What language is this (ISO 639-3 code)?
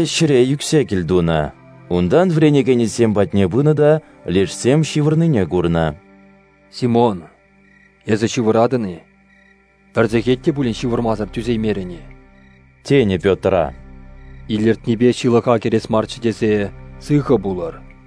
chv